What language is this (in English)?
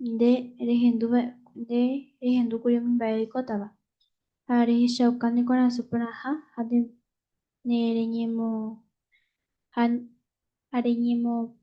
Guarani